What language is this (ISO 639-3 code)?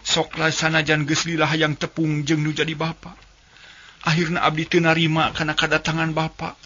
sun